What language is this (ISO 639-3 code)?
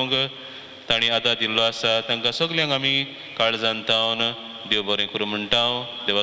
kok